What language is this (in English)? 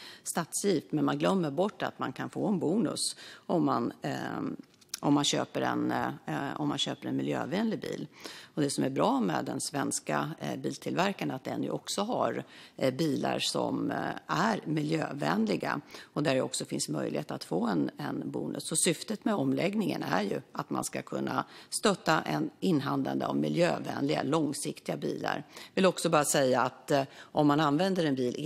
Swedish